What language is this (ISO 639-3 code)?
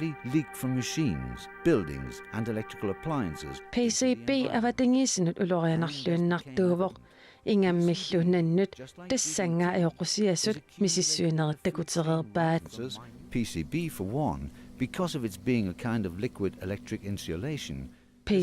kal